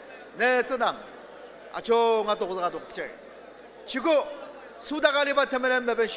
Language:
Ao Naga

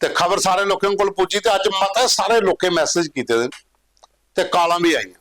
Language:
Dogri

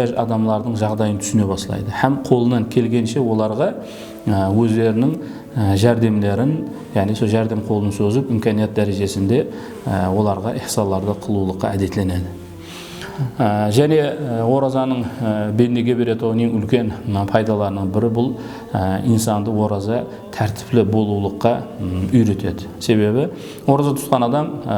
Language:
Kara-Kalpak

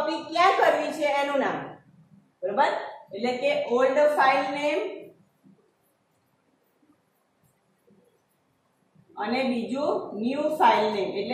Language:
Gujarati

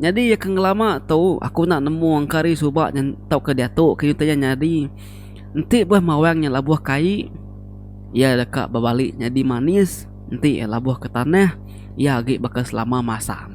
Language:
Iban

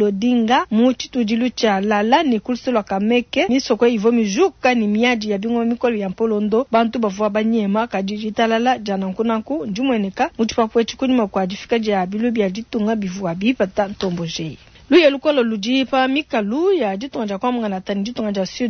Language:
Luba-Lulua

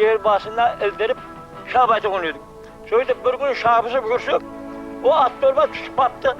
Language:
Kara-Kalpak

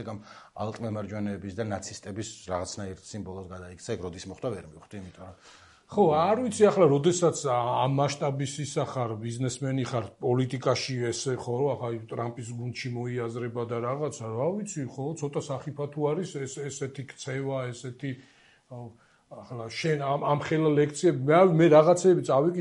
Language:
Georgian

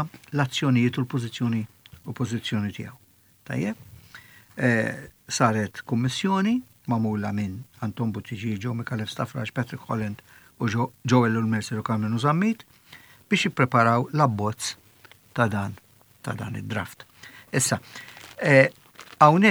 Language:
Maltese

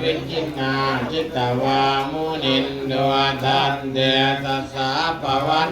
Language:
Pali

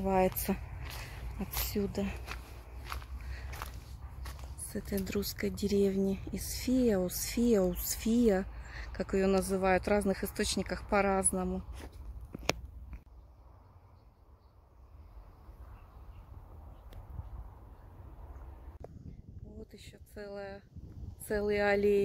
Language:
Russian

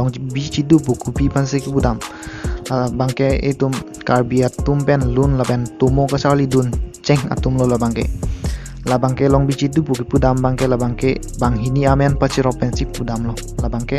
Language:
Karbi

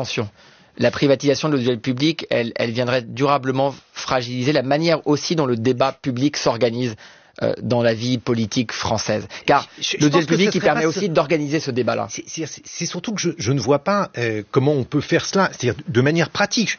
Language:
French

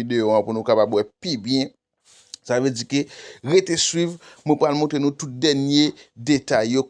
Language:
Haitian Creole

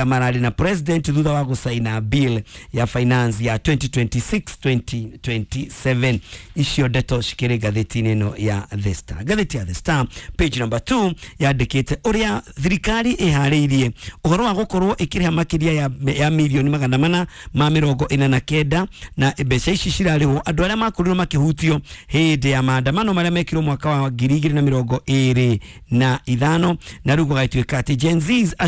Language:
Kikuyu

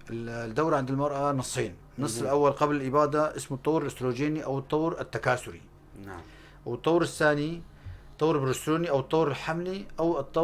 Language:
North Levantine Arabic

